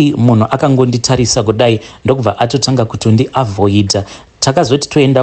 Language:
Shona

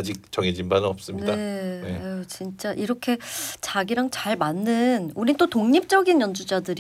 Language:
Korean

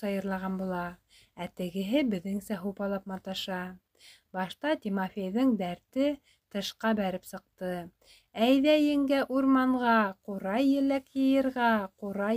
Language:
Bashkir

